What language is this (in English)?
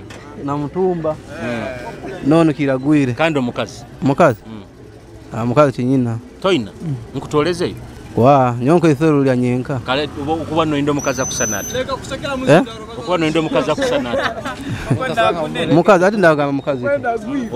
Nyoro